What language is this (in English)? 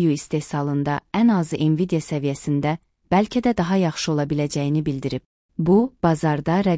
Azerbaijani